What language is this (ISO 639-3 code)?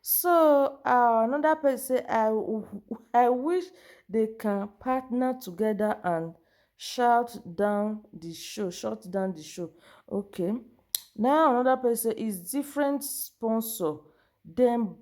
pcm